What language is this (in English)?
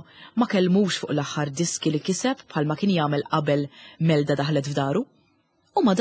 Maltese